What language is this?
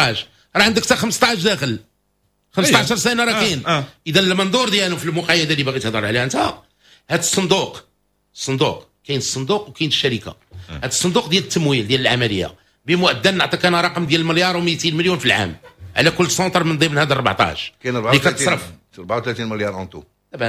Moroccan Arabic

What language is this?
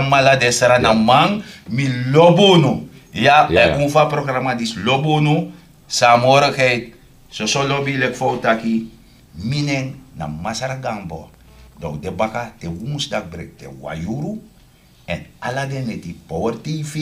Sranan Tongo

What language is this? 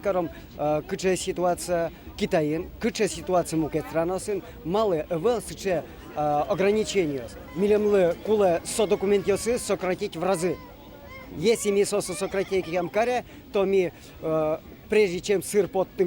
Udmurt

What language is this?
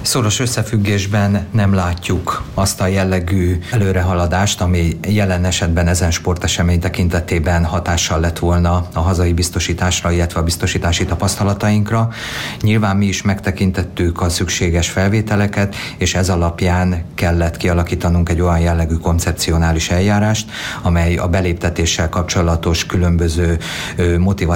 Hungarian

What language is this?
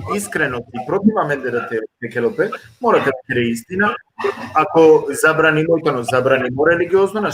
Balkan Romani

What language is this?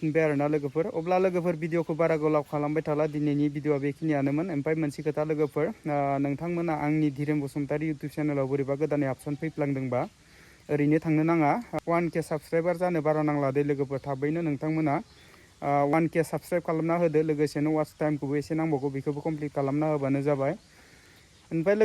Bodo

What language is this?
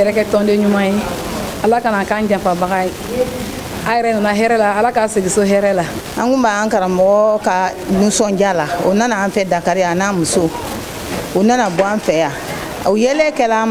Bambara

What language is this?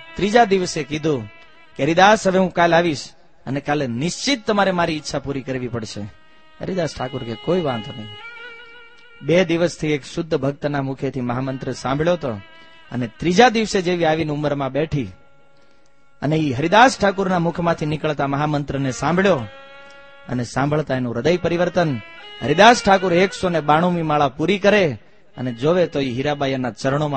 Gujarati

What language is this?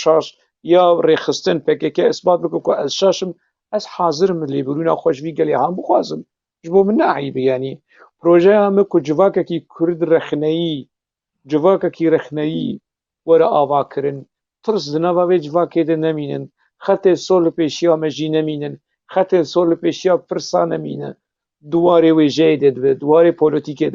Kurdish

